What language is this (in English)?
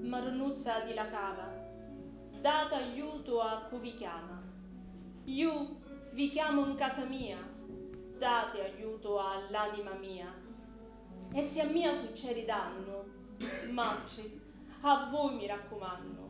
Sicilian